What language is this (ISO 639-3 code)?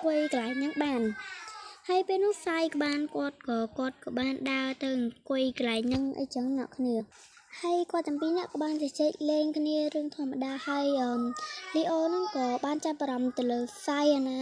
khm